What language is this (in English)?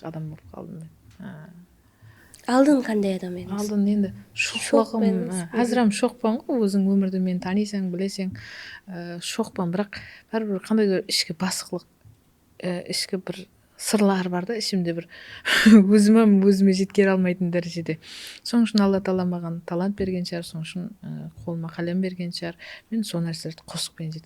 Kara-Kalpak